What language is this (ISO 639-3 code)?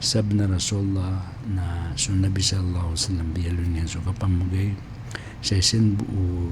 mrw